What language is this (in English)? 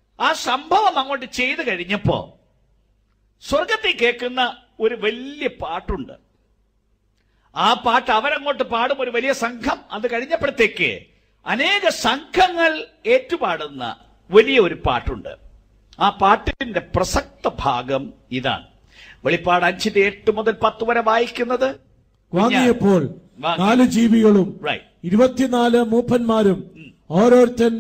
Malayalam